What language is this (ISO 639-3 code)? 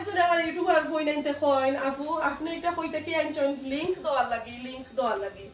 syl